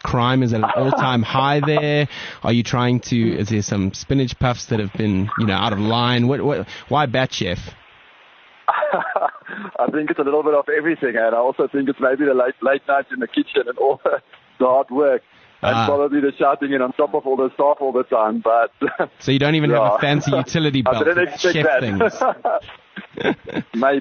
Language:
English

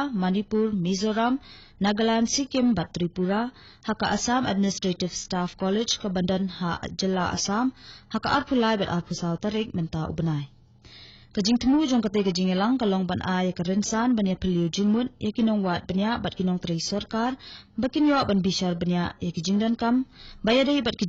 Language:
Khasi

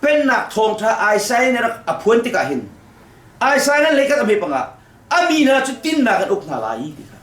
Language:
Hakha Chin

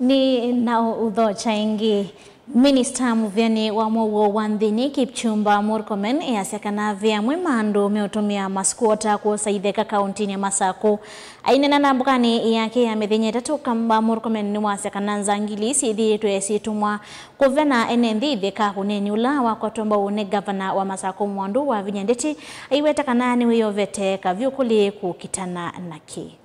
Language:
Kamba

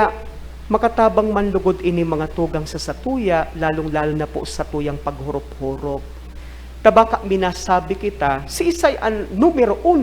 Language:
Bikol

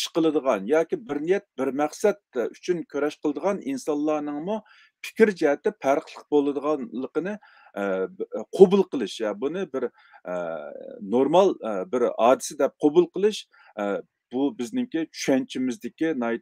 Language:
Uyghur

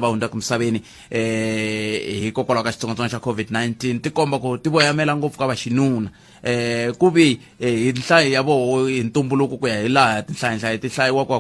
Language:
Tsonga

